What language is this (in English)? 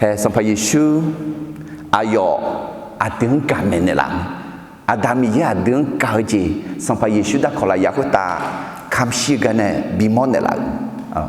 Akha